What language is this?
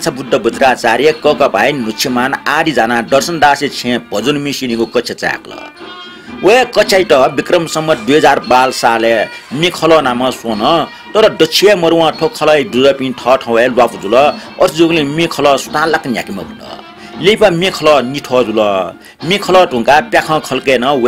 Newari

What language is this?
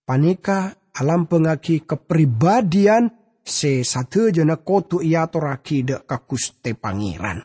Madurese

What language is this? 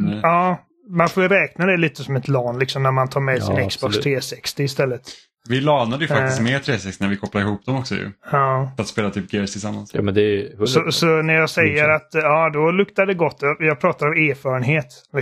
Swedish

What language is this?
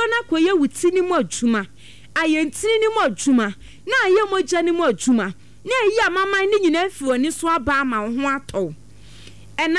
Akan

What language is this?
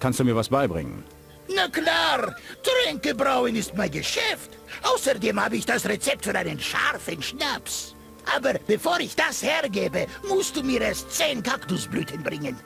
Bavarian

